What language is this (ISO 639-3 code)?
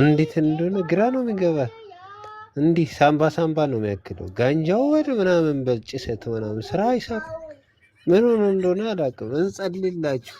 amh